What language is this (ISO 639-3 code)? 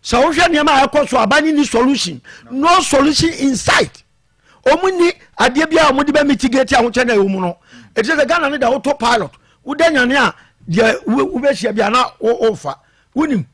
aka